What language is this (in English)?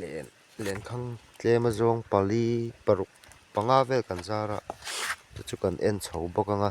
Mizo